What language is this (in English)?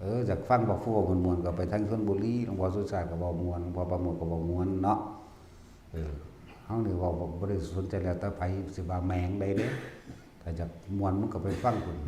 Northeastern Thai